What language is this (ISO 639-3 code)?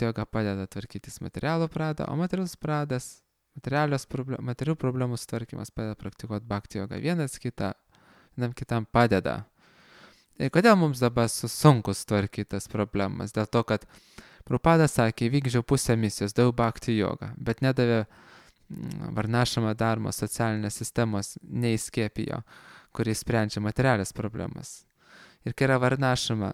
lit